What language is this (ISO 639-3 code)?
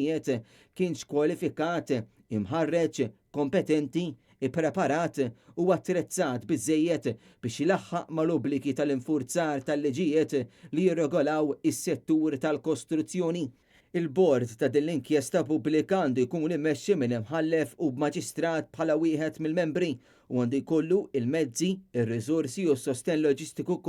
mlt